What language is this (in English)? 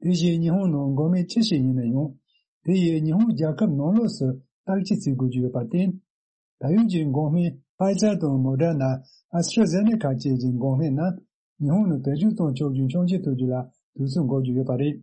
Tibetan